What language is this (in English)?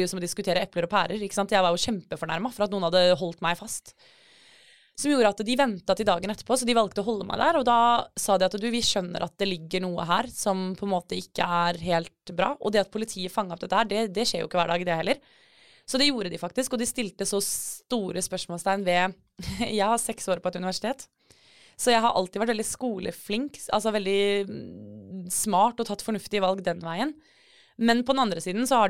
Norwegian